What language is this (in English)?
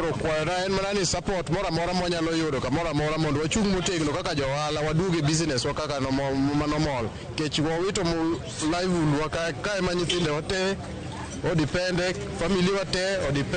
Luo (Kenya and Tanzania)